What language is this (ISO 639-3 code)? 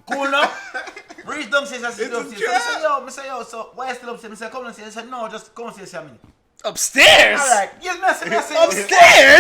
jam